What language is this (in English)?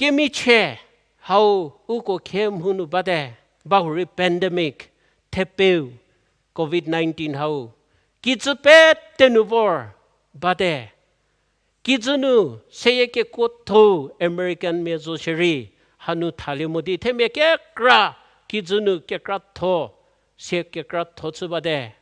Angami Naga